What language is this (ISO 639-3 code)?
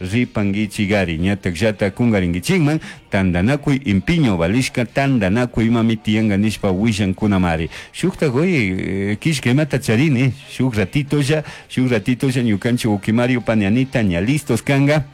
qug